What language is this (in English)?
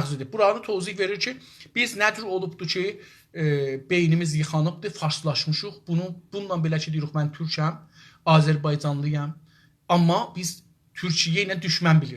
South Azerbaijani